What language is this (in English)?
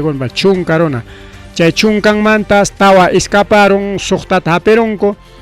Ayacucho Quechua